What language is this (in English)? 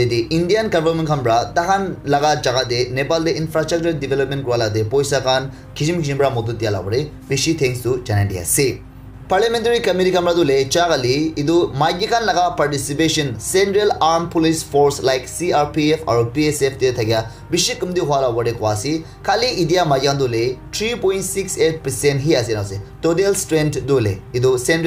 Naga Pidgin